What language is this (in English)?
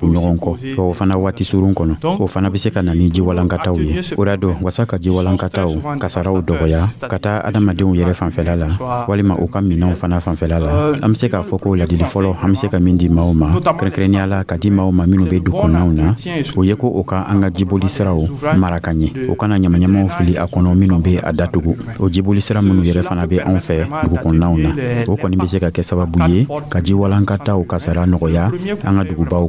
Dyula